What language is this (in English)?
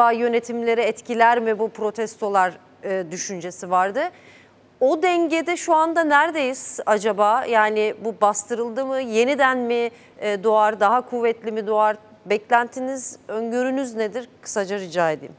Turkish